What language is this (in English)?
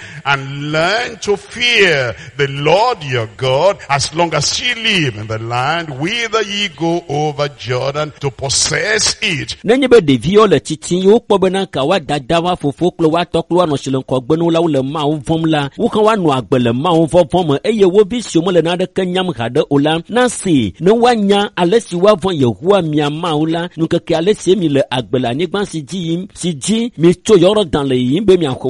Ewe